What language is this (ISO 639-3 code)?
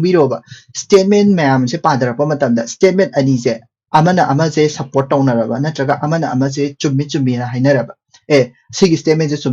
mni